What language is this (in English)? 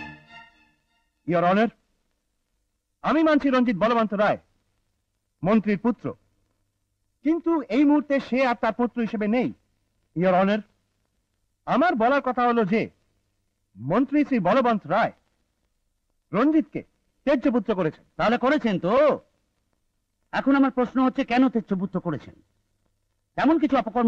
Bangla